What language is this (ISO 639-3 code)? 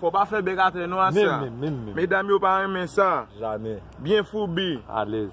hat